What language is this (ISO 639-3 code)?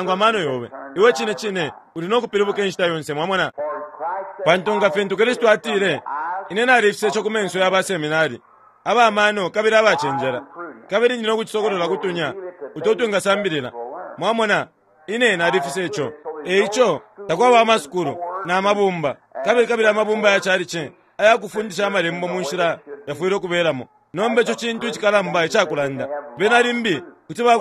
bem